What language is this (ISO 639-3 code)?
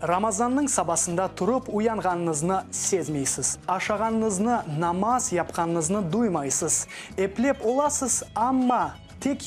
crh